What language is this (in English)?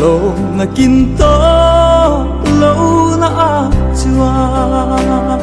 Mizo